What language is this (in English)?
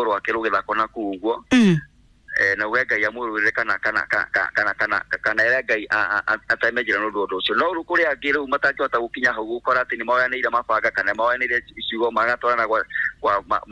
Kikuyu